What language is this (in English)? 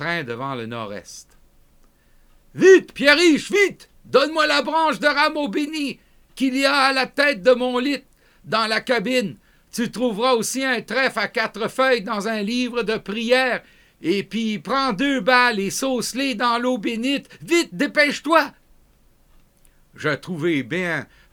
French